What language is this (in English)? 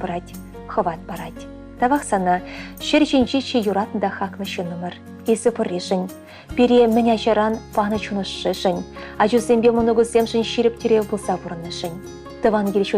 Chuvash